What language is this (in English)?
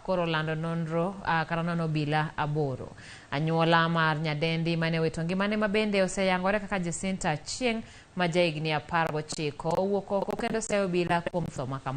Luo (Kenya and Tanzania)